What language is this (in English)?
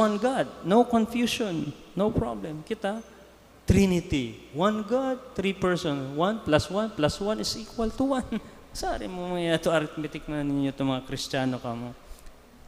Bikol